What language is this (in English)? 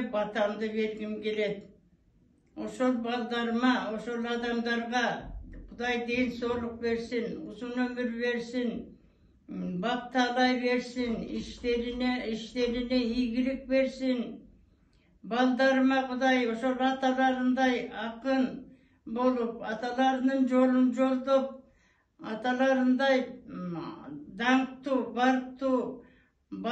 Kyrgyz